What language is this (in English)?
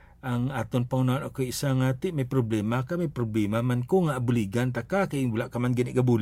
Hiligaynon